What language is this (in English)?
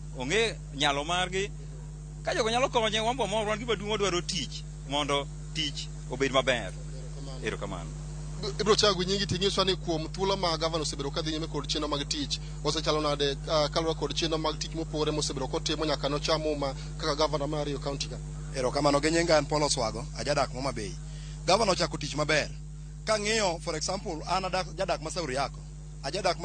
Luo (Kenya and Tanzania)